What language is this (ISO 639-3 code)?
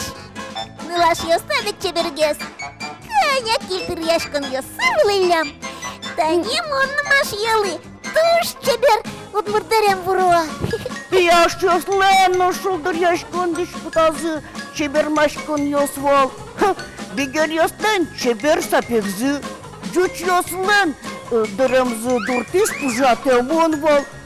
udm